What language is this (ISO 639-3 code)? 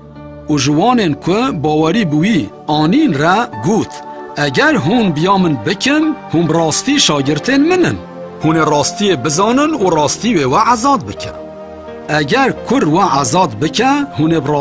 kur